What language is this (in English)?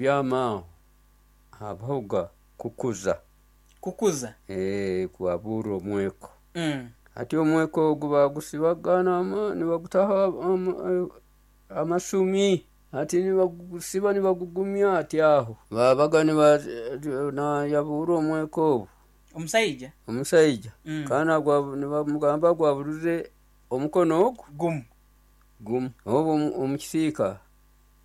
Nyoro